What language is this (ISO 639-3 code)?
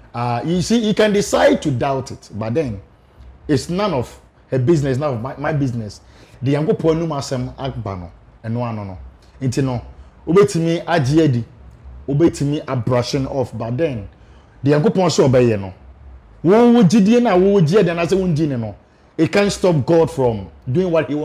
aka